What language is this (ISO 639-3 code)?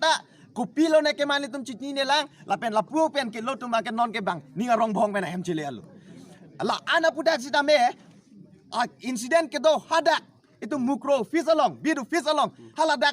mjw